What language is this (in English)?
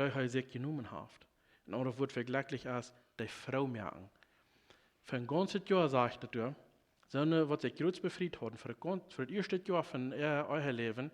Plautdietsch